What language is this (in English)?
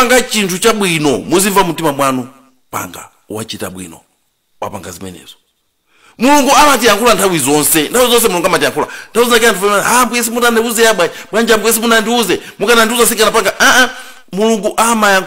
Nyanja